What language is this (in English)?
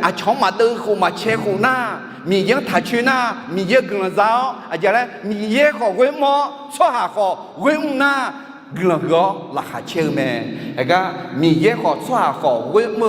Akha